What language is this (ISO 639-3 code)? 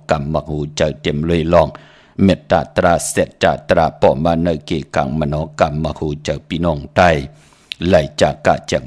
shn